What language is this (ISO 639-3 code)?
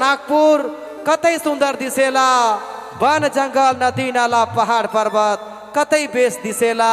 sck